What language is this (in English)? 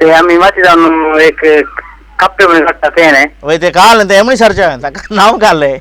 Konkani